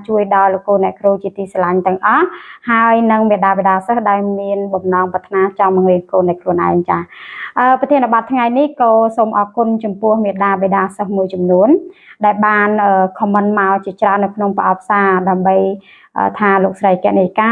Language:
Khmer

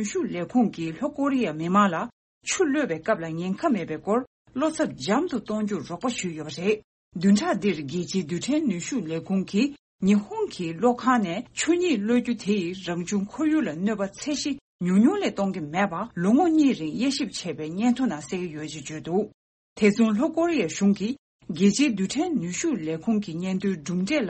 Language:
Tibetan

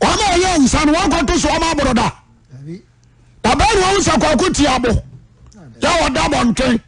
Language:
Akan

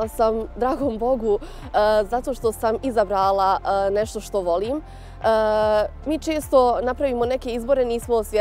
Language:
Bosnian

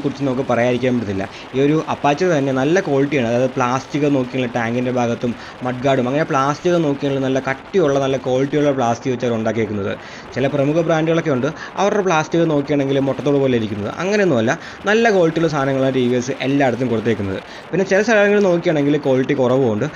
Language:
Malayalam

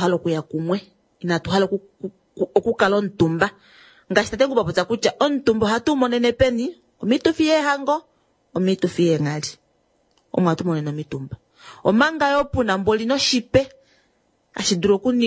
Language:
Kuanyama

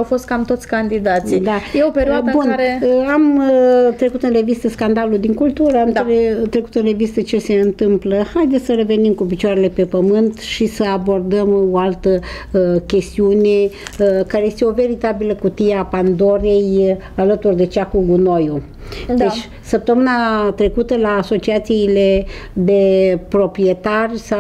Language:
Romanian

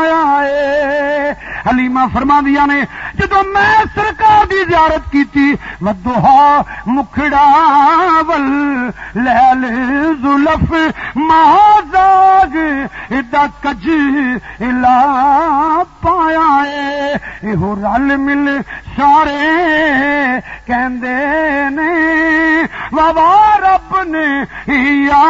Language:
Western Panjabi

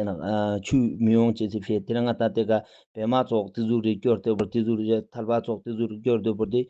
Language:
Ladakhi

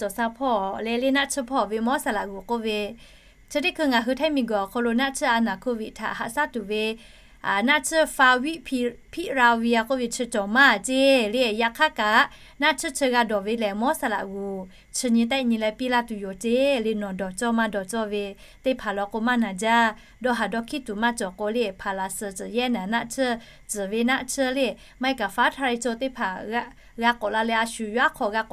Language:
Lahu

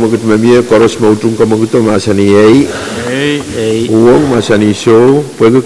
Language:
Pohnpeian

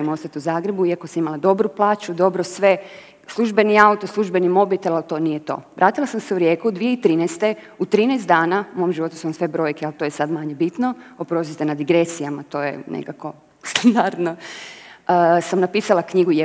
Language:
Croatian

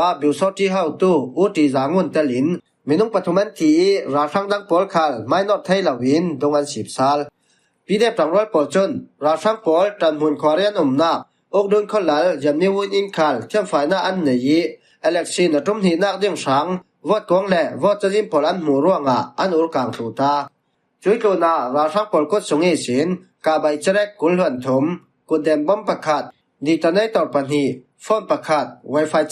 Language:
Falam Chin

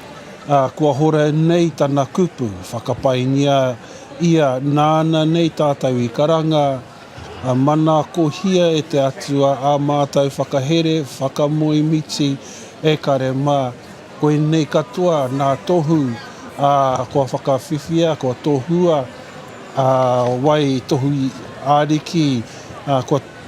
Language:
Māori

